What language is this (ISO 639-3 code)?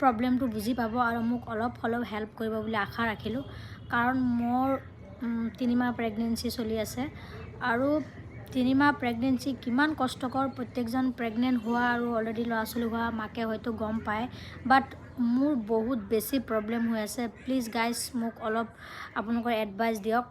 asm